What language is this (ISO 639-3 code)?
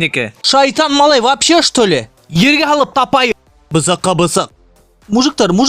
bak